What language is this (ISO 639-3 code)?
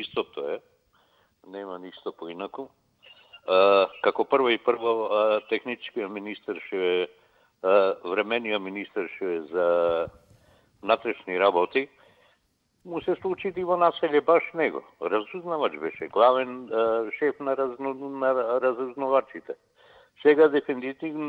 mkd